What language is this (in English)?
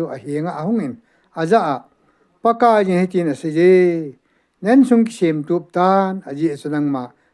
Thado Chin